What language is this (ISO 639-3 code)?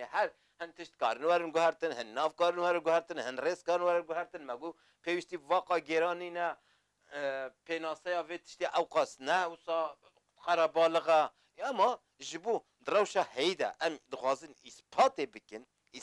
kur